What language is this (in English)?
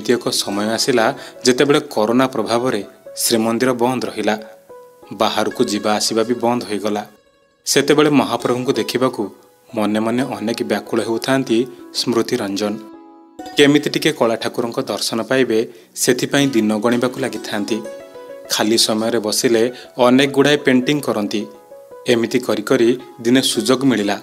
Odia